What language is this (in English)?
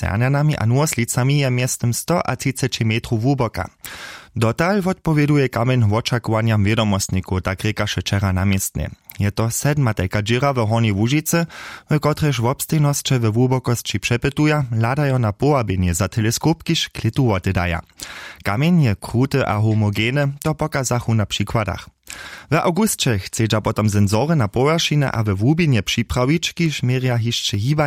Upper Sorbian